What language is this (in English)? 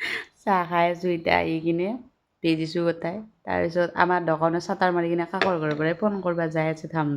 Assamese